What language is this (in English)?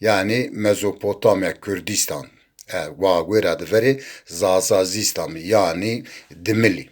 Zaza